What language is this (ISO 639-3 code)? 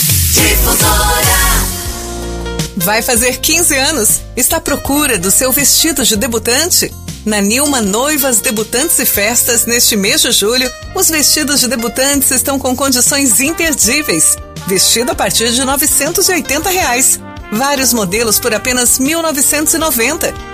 por